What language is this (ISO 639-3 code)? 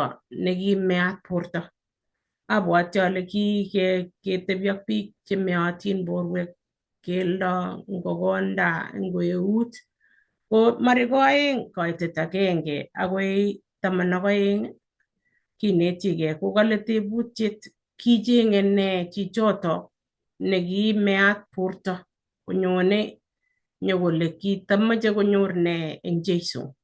kln